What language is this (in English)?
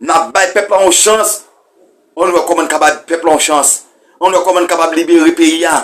Haitian Creole